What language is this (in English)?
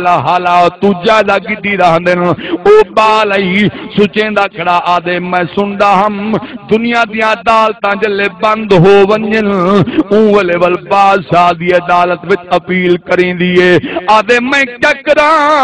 Saraiki